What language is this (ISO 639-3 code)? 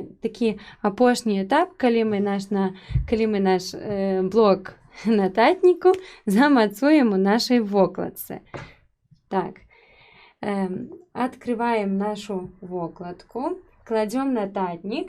bel